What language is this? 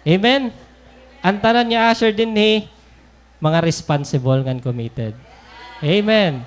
Waray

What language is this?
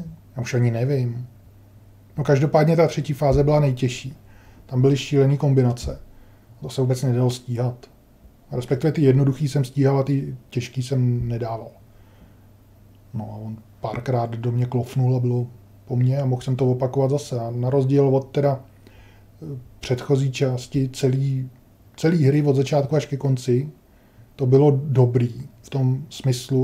Czech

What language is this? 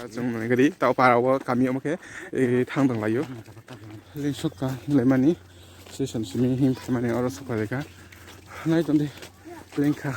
Kok Borok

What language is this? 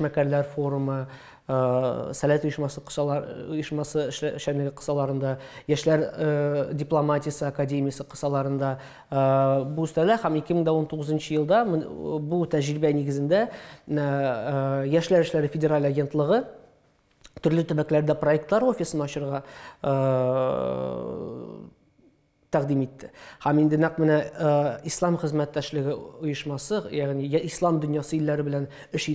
Tatar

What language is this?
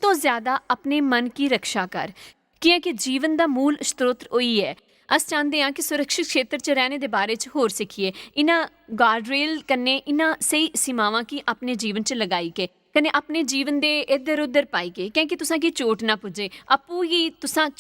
Dogri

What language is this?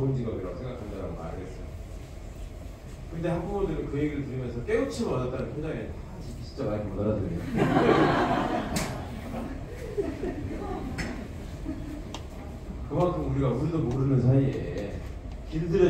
Korean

